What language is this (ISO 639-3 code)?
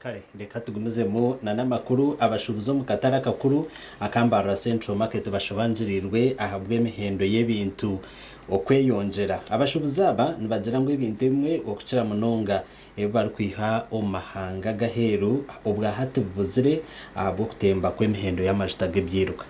nyn